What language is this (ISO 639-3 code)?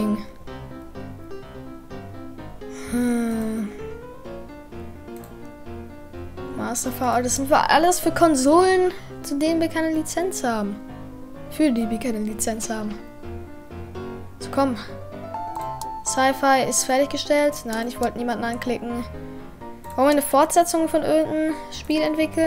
deu